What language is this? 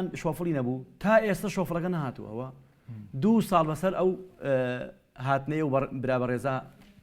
Central Kurdish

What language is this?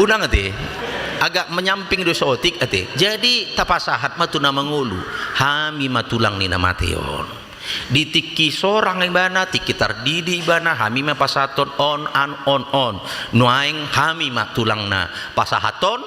Batak Toba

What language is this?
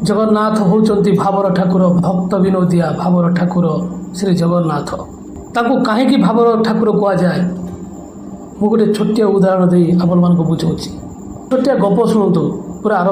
Odia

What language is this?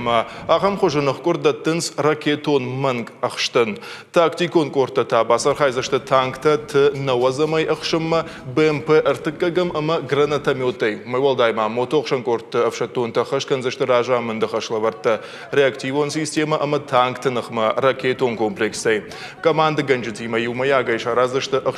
Ossetic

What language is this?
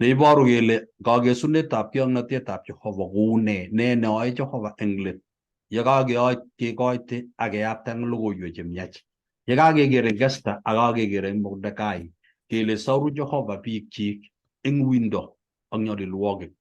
Kalenjin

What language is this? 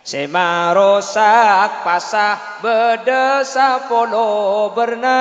Madurese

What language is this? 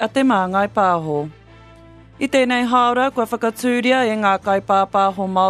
Māori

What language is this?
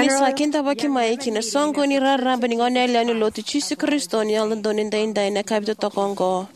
Fijian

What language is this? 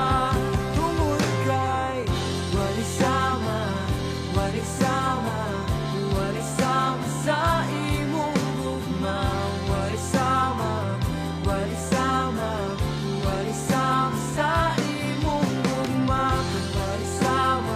Cebuano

